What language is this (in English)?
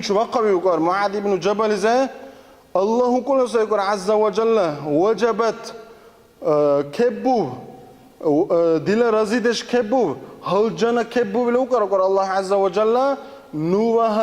Dargwa